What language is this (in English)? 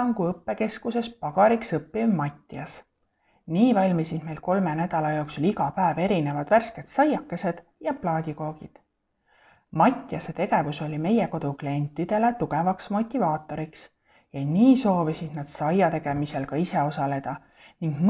Estonian